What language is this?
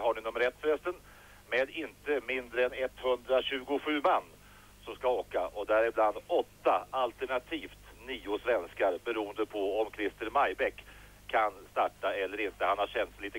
Swedish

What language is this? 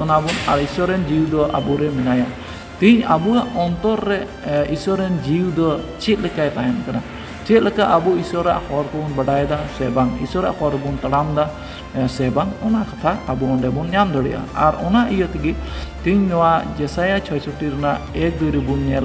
Santali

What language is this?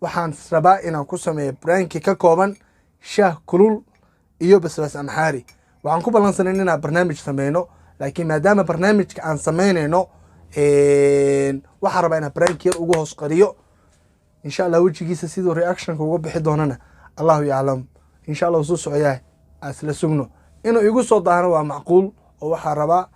Somali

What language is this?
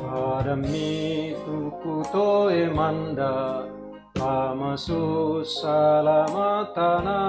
Toraja-Sa'dan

